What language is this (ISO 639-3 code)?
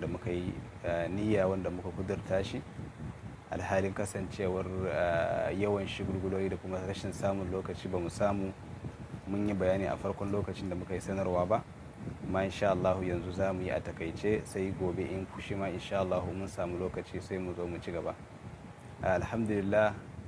hau